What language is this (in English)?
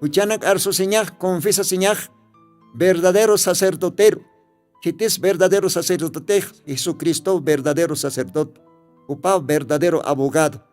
Aymara